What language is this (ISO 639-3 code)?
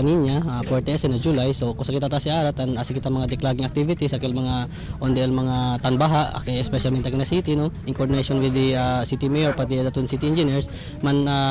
cbk